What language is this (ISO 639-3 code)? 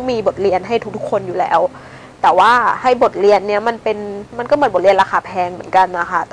tha